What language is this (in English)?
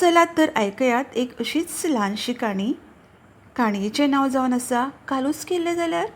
Konkani